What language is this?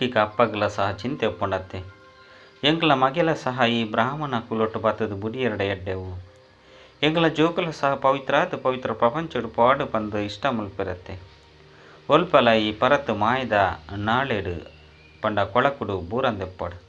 Tulu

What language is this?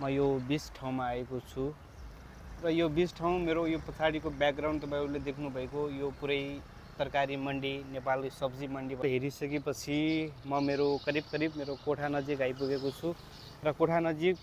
Nepali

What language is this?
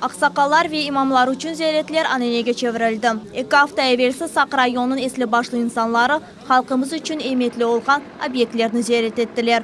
Crimean Tatar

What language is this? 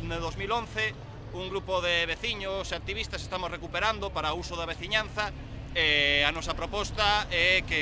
Galician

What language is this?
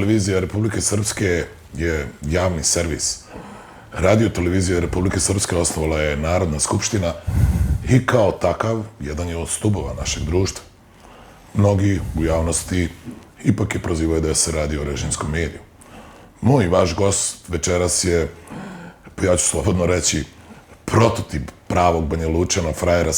Bosnian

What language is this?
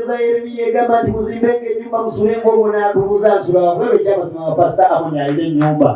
Ganda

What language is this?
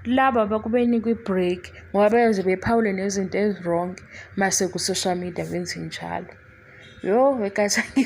Zulu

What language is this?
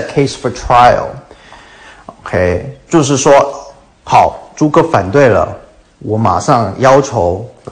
Chinese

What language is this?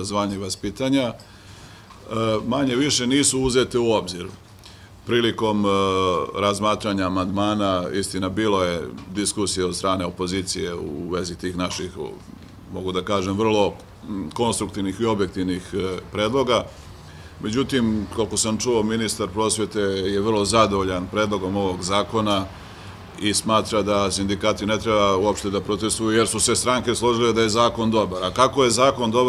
Serbian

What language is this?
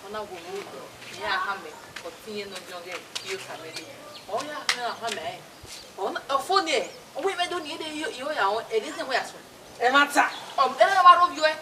Bini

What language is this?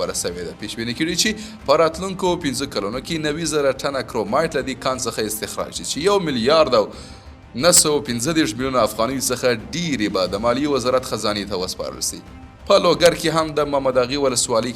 Pashto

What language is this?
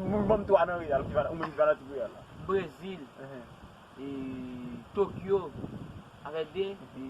Haitian Creole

